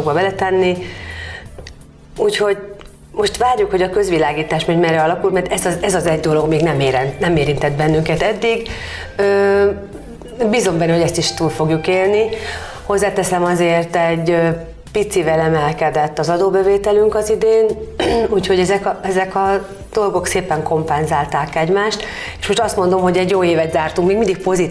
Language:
Hungarian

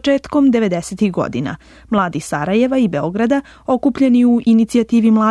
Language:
Serbian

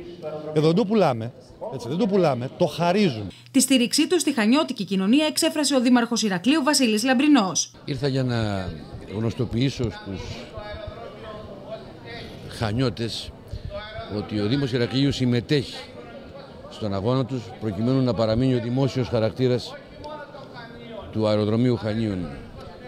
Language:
Greek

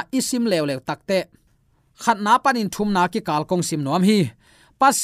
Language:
Tedim Chin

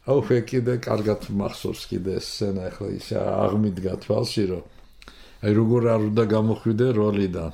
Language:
Georgian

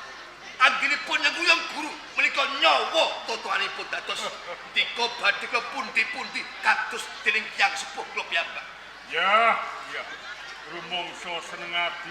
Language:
Javanese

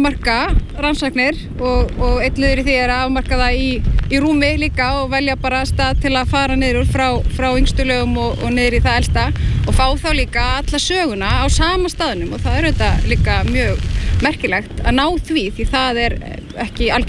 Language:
Icelandic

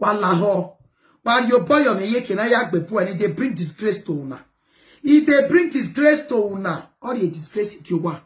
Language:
Nigerian Pidgin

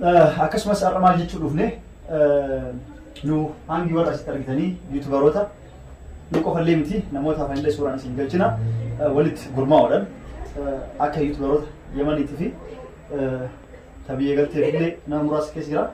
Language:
Oromo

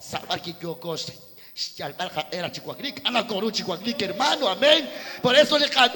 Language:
Kekchí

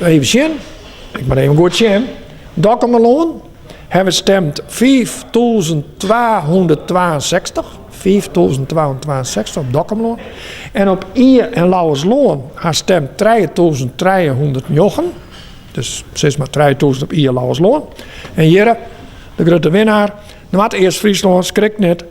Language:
Western Frisian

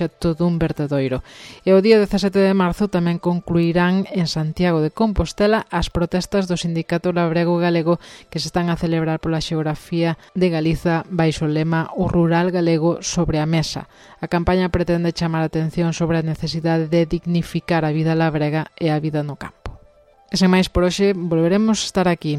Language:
Galician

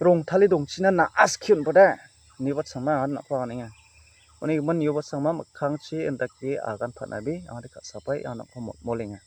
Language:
Garo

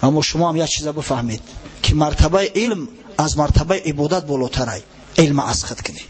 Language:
Tajik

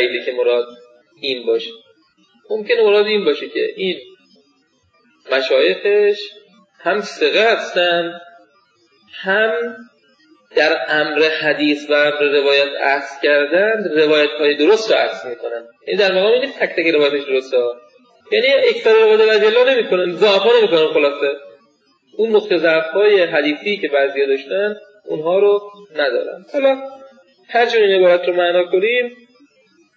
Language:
Persian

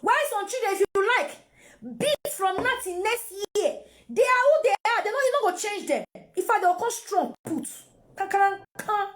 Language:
Nigerian Pidgin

